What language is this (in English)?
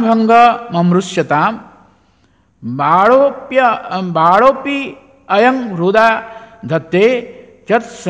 Odia